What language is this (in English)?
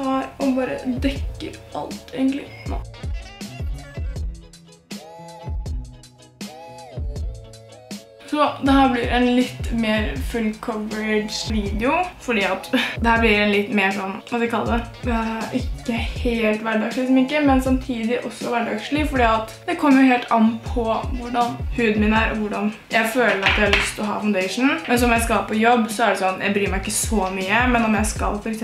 Norwegian